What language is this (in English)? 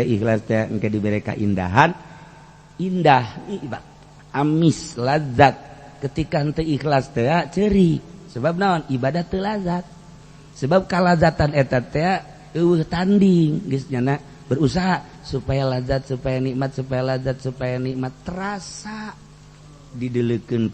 Sundanese